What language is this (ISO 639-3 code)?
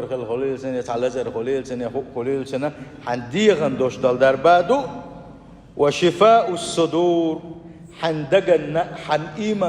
che